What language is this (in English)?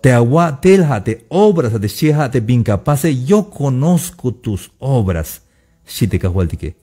Tzeltal